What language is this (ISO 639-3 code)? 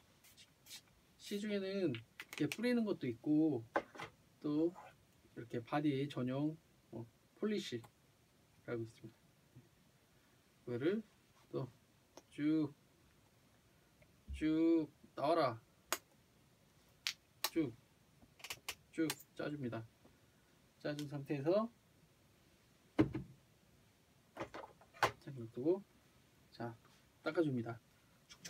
kor